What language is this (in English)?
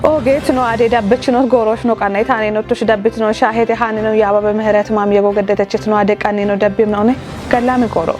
Kafa